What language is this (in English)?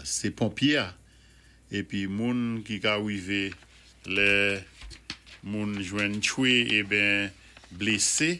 Saint Lucian Creole French